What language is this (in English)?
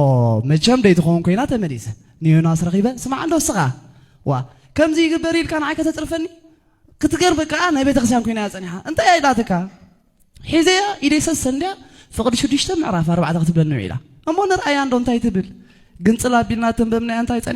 Tigrinya